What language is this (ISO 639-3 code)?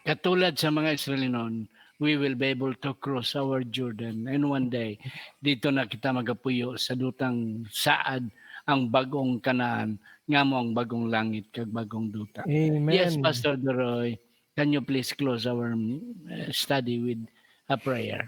hil